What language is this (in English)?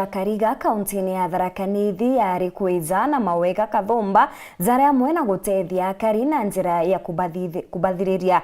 Meru